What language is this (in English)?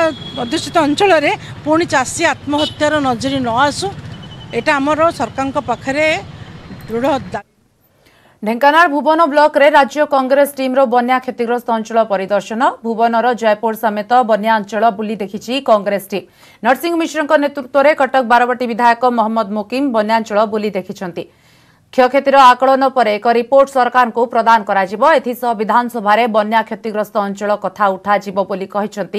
Odia